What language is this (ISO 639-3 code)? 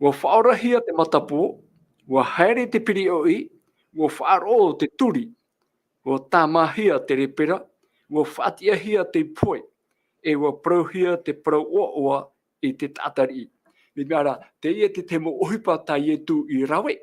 tah